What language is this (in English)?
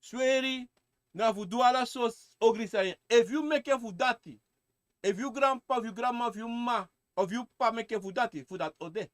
Sranan Tongo